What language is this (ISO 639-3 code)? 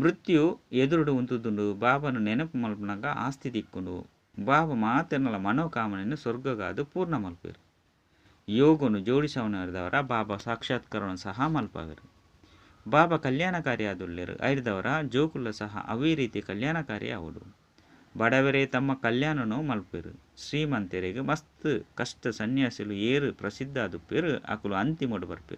tcy